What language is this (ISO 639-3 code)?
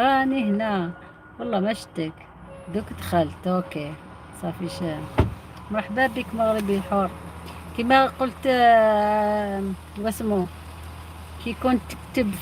arq